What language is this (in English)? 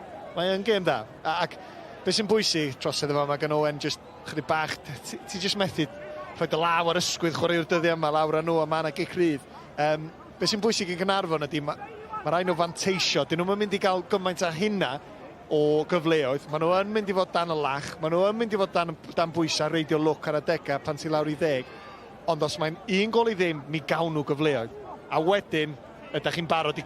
Welsh